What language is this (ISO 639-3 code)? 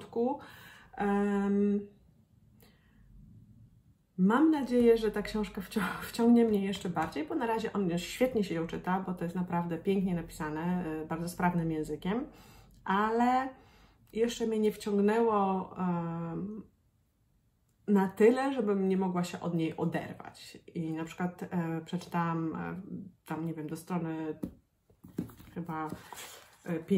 pol